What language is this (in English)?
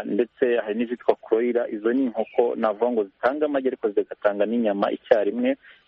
Kinyarwanda